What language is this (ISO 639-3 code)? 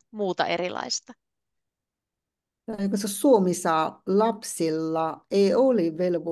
fin